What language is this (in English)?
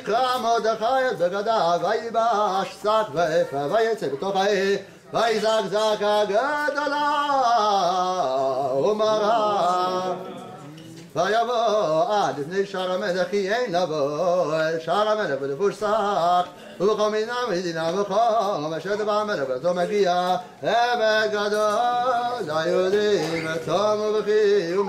Hebrew